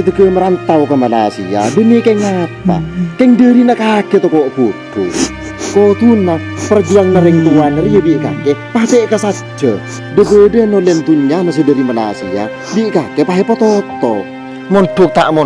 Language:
Madurese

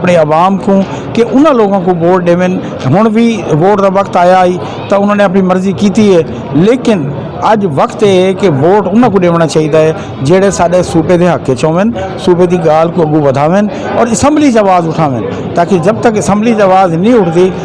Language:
Saraiki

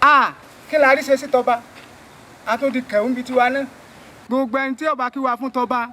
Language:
Yoruba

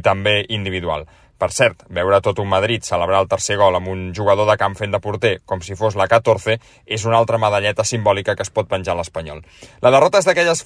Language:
Catalan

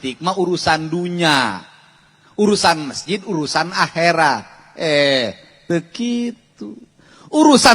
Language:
Sundanese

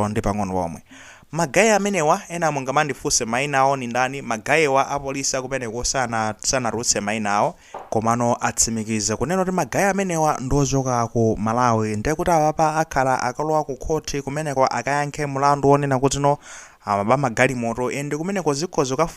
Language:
Nyanja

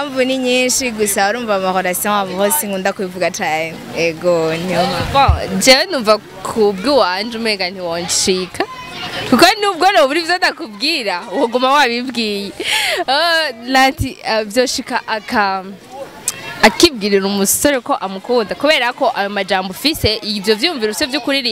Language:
Rundi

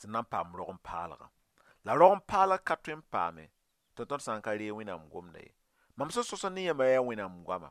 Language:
Mossi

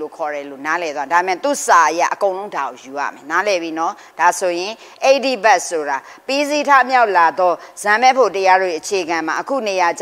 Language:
Burmese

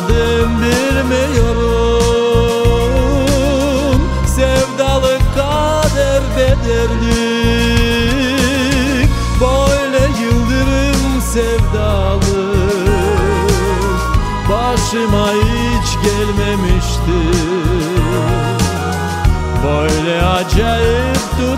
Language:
Turkish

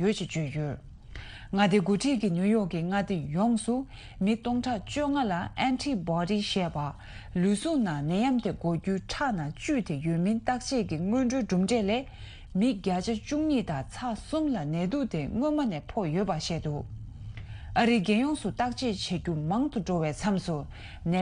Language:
Tibetan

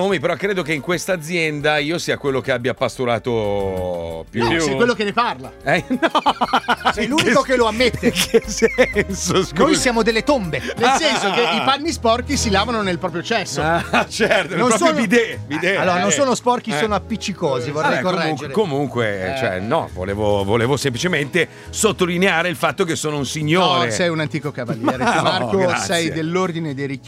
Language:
Italian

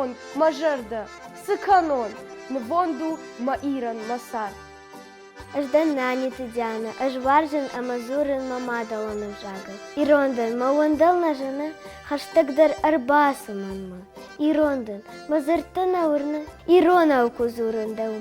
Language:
Ossetic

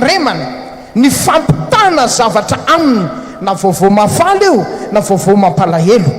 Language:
Malagasy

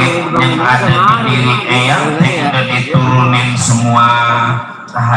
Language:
Betawi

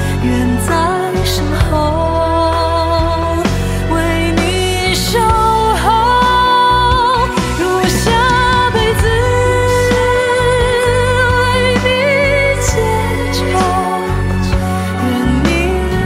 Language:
Chinese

